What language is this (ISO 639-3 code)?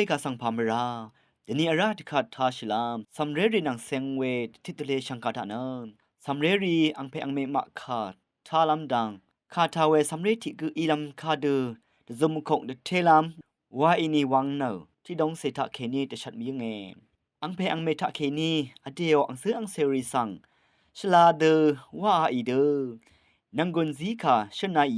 raw